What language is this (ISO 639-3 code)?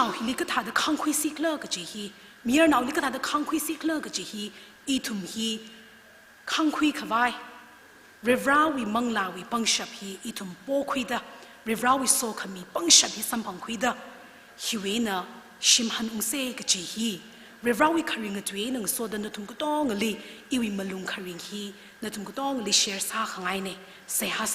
nmf